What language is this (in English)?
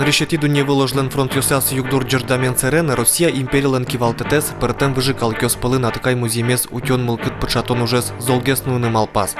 Udmurt